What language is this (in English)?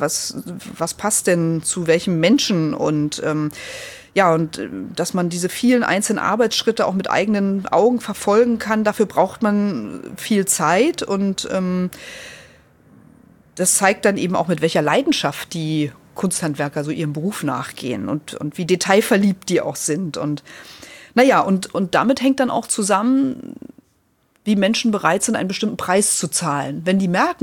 German